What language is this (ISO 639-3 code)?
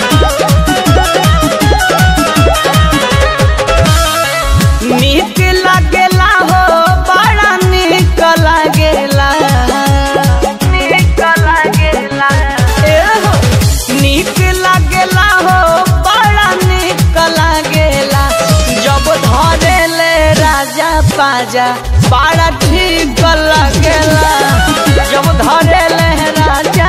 bho